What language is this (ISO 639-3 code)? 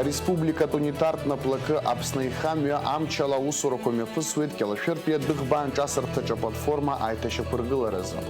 abk